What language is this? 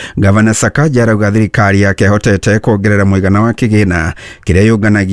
Kikuyu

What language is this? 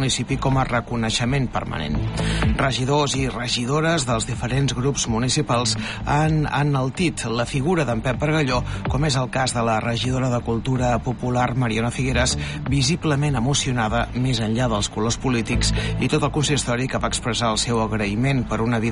Catalan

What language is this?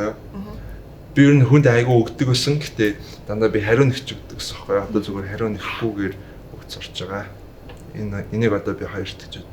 Mongolian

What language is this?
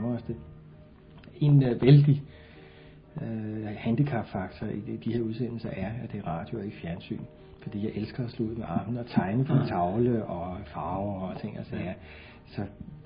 Danish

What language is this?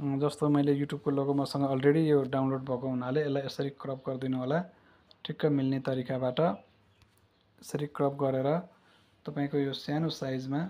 Nepali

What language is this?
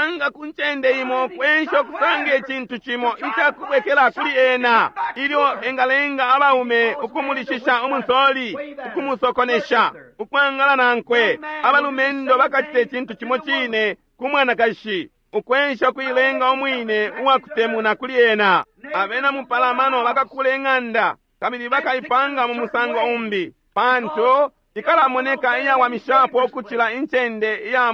Bemba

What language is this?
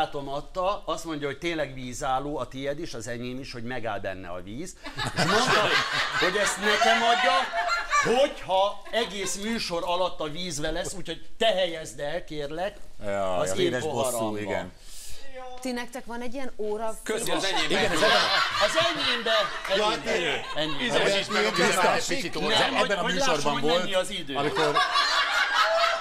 Hungarian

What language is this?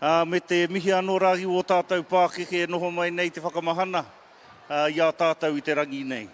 Māori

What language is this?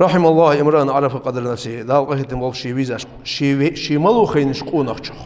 Ingush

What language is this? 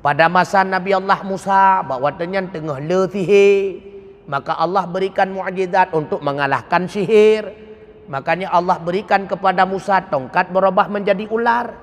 Achinese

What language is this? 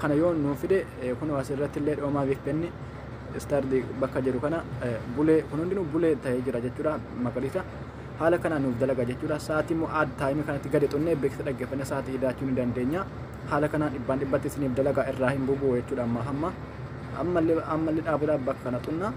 Oromo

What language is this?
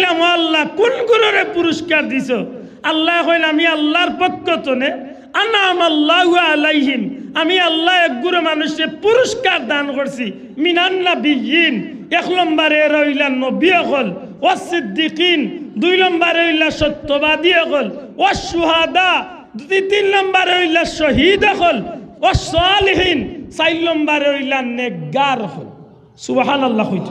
Sylheti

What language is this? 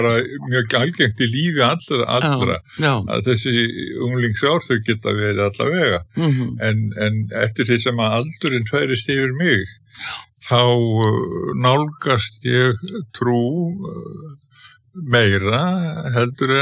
Icelandic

